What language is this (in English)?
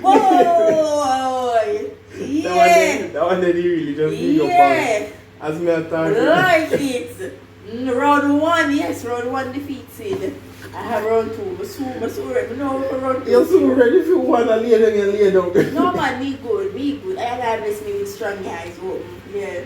Jamaican Creole English